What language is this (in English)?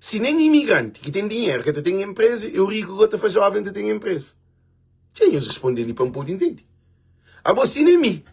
Kabuverdianu